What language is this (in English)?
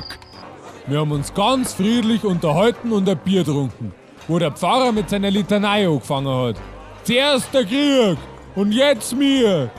Bavarian